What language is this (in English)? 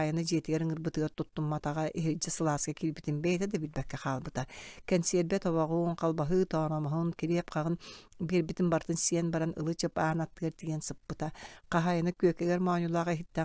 Yakut